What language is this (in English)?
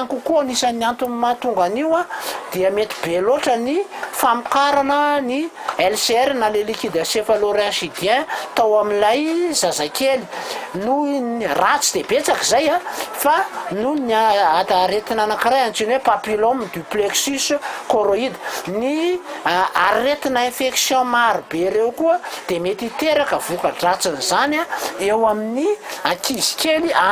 Malagasy